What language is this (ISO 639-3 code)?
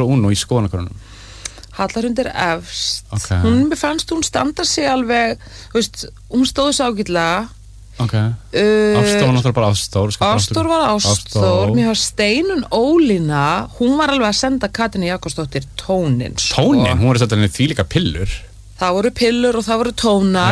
isl